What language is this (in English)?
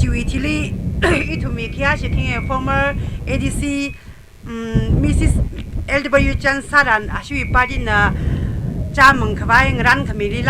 Tangkhul Naga (India)